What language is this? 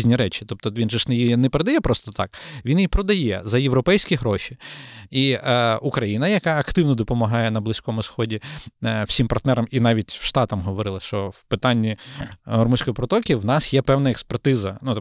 Ukrainian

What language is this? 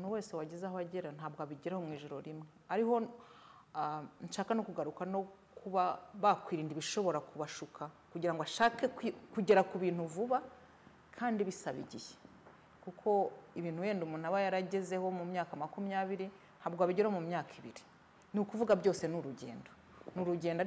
Kinyarwanda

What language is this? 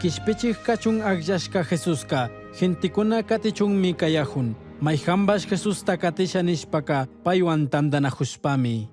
Chimborazo Highland Quichua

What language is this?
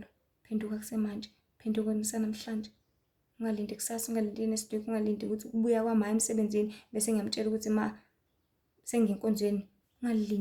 Zulu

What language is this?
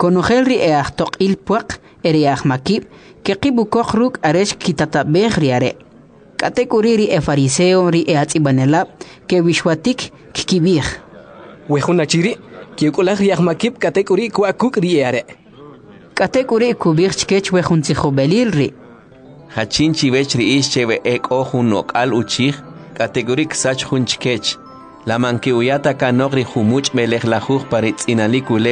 Kʼicheʼ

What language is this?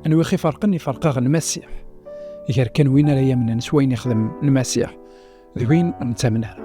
Kabyle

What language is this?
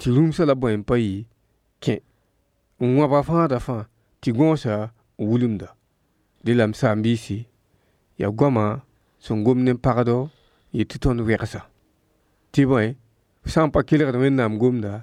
Mossi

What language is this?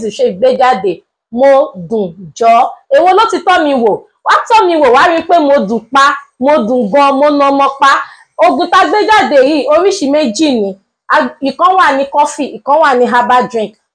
Yoruba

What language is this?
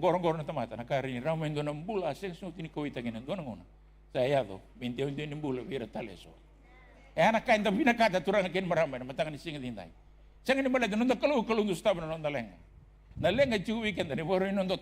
Fijian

